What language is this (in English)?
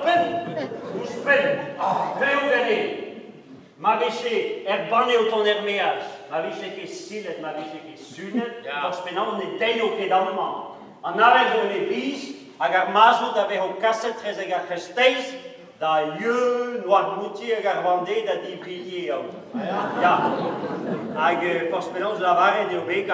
Breton